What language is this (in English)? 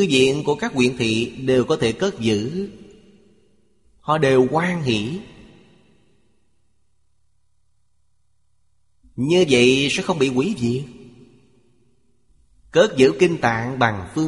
Vietnamese